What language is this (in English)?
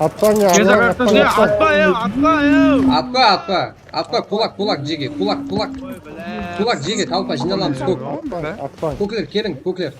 Kara-Kalpak